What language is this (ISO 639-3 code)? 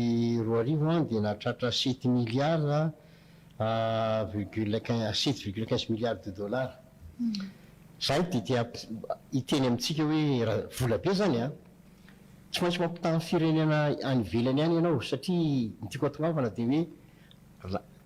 mlg